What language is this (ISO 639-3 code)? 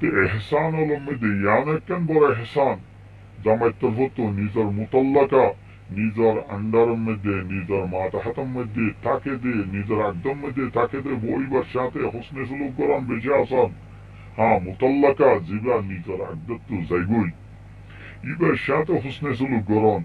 rhg